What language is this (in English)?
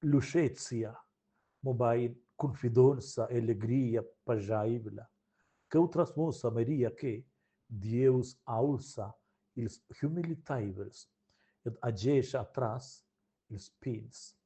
Romansh